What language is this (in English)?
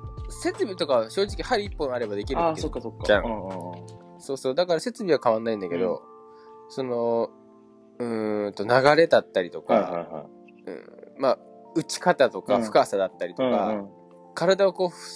Japanese